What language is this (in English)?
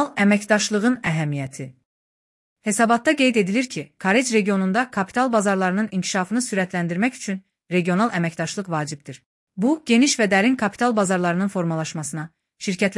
Azerbaijani